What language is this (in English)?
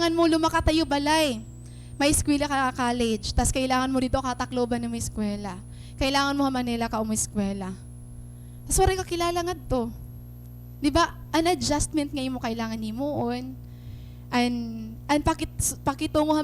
Waray